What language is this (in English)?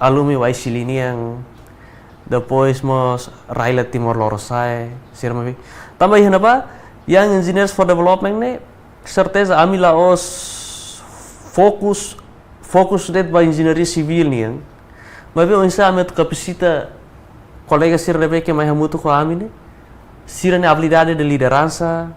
Tetum